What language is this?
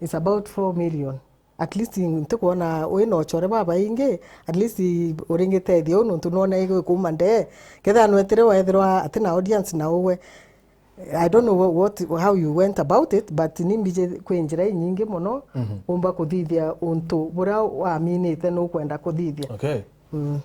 Meru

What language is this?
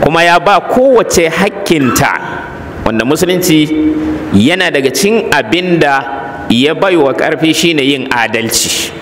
Hausa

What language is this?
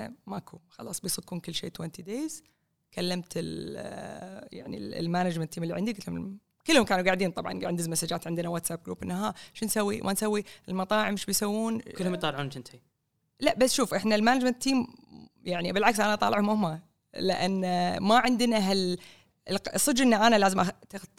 Gulf Arabic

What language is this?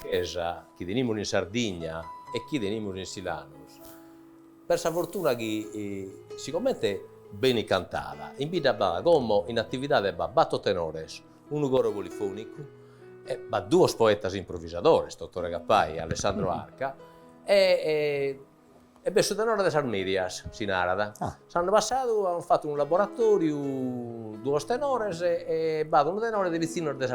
Sardinian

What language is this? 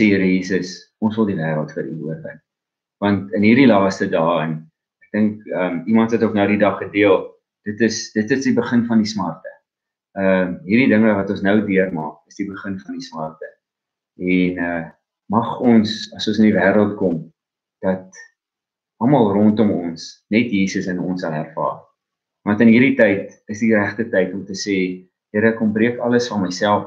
Afrikaans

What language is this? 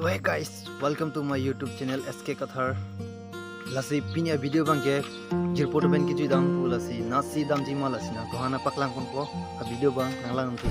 Karbi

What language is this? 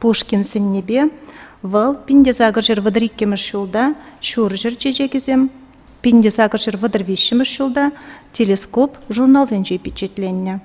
Chuvash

